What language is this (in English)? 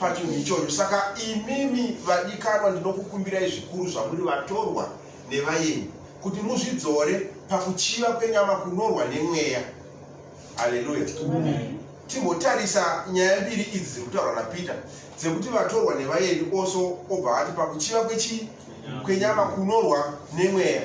Shona